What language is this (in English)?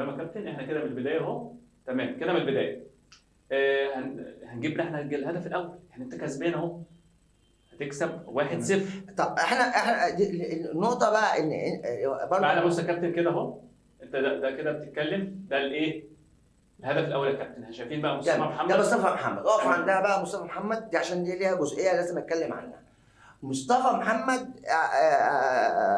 Egyptian Arabic